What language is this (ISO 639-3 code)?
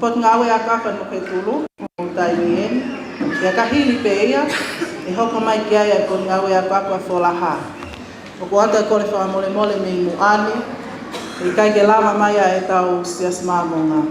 ton